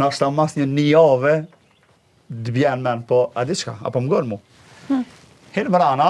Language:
Albanian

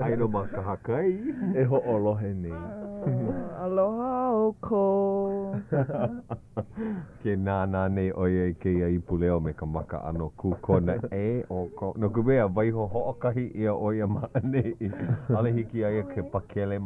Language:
Hawaiian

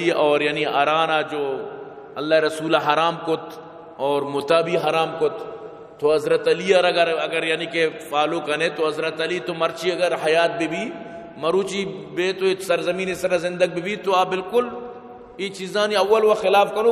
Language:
Baluchi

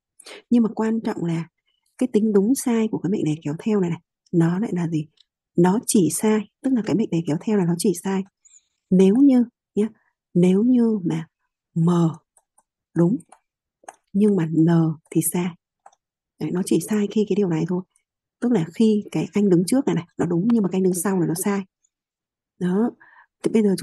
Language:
Vietnamese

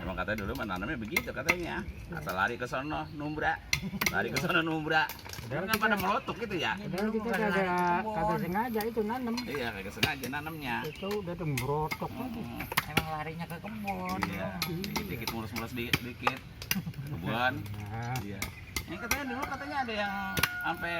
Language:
Betawi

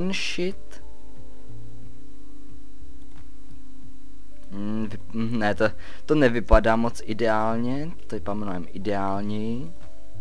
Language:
Czech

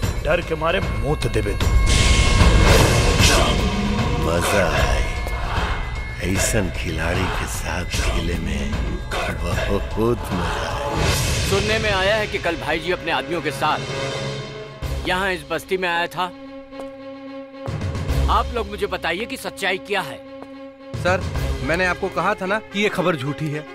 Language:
Bhojpuri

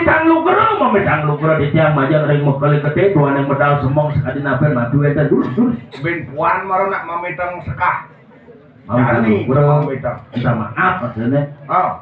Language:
Balinese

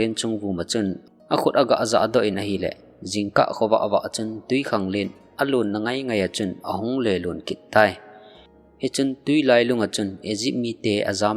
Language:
Thado Chin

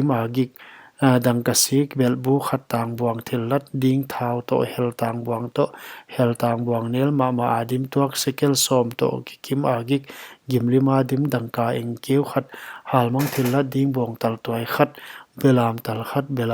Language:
Paite Chin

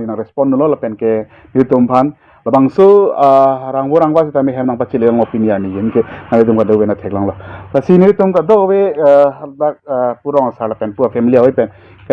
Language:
Karbi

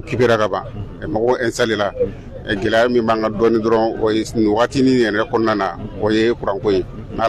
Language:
Bambara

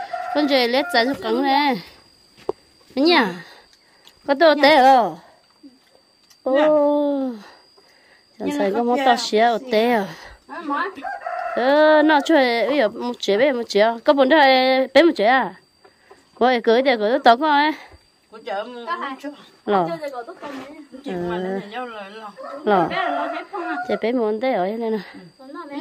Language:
Vietnamese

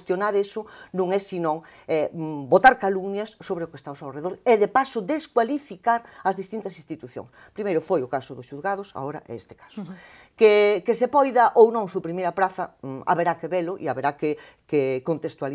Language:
Galician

